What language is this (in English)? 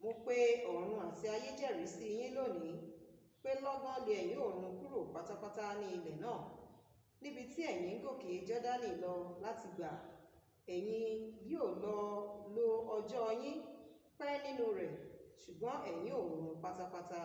Yoruba